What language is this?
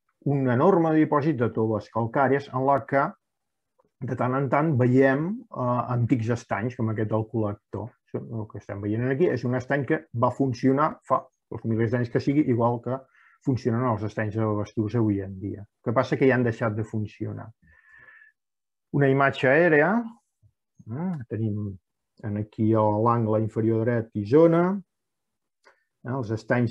Catalan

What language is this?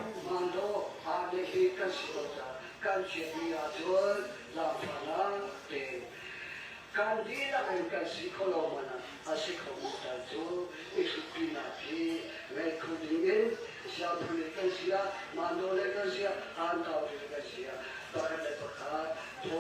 Hakha Chin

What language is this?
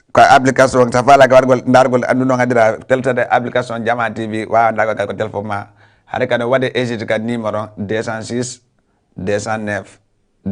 Fula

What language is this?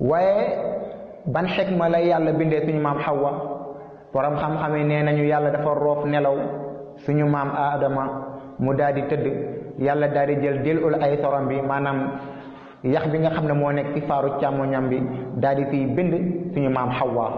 Wolof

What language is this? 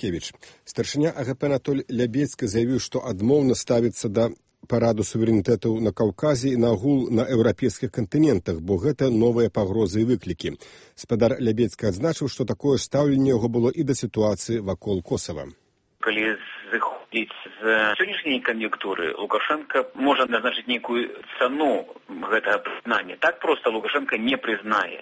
Belarusian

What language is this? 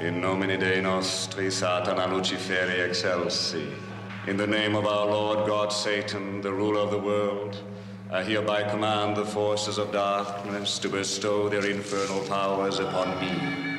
Icelandic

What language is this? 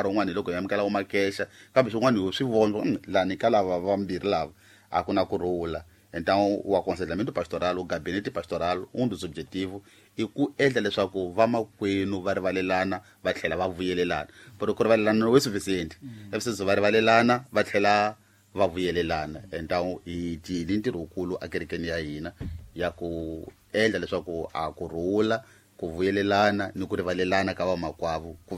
Tsonga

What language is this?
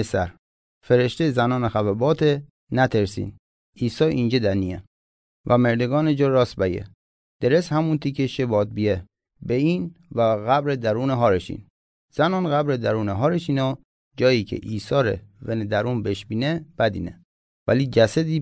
Gilaki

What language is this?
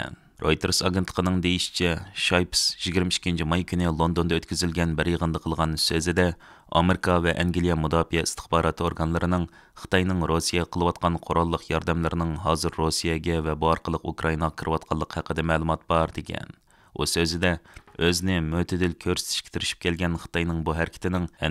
Uyghur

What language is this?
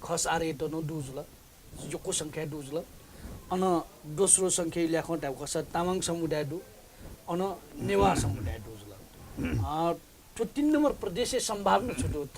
Newari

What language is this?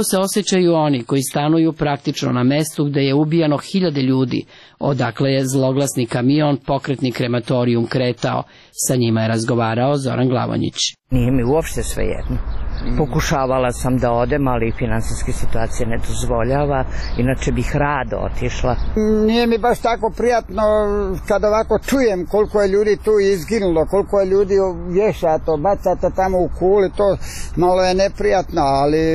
Serbian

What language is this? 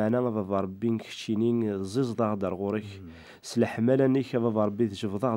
Kabyle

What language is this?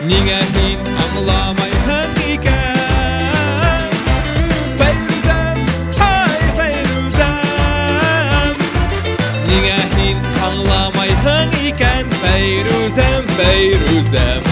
Bashkir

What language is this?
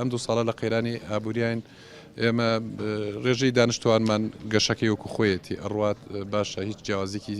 Central Kurdish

